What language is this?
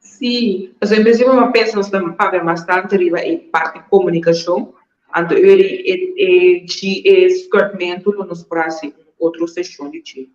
Papiamento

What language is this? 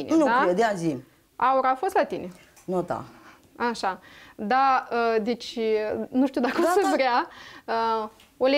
Romanian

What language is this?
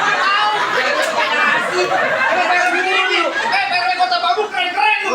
Betawi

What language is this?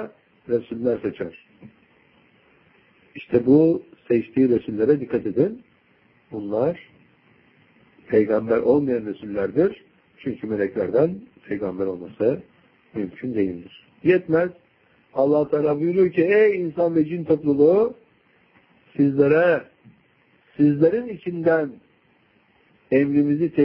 Turkish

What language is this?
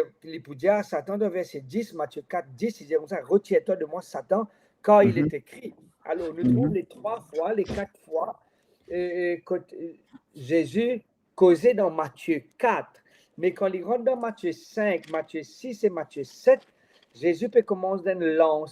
Morisyen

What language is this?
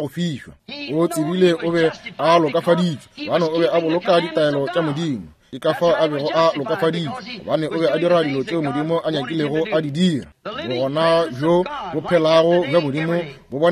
Northern Sotho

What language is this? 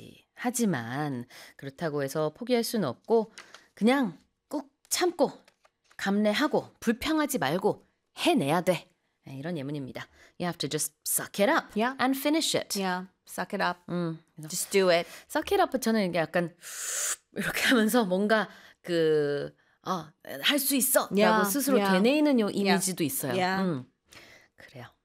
Korean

